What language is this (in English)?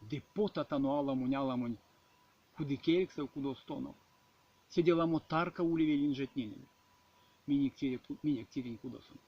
Erzya